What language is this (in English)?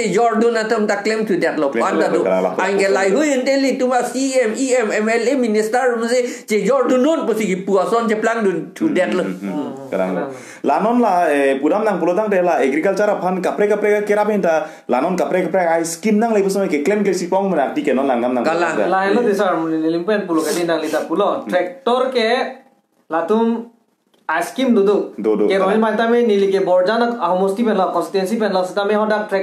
Karbi